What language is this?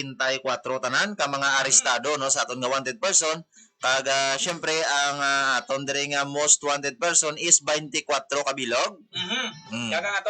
Hiligaynon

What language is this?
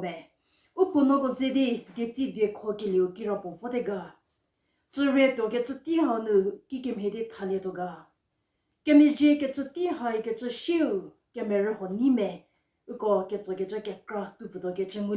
Angami Naga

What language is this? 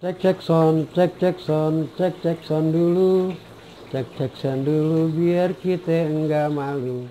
Betawi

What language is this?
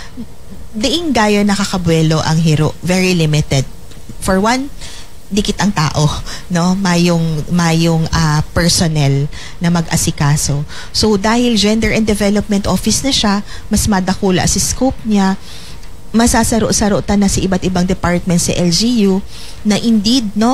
Bikol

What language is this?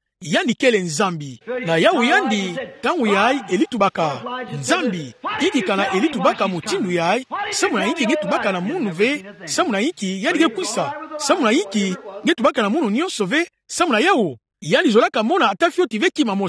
Kituba (Democratic Republic of Congo)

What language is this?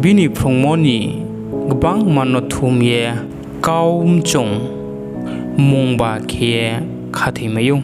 Riang (India)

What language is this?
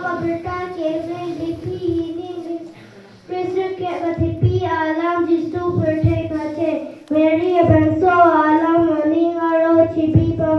Karbi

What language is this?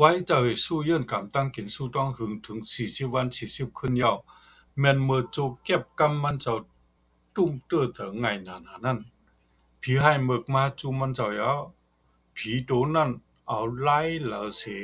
Shan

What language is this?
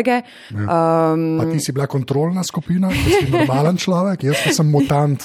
Slovenian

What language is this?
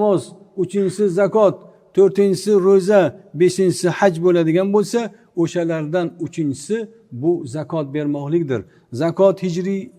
Uzbek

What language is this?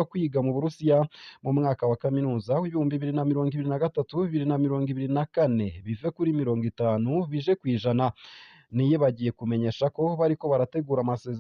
Rundi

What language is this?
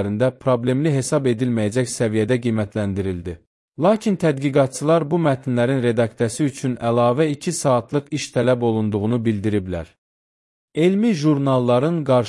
Azerbaijani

